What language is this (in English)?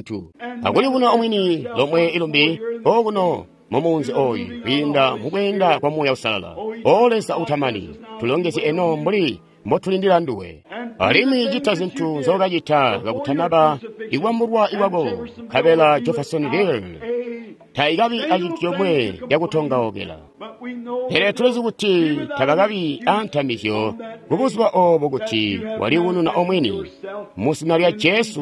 Tonga (Zambia)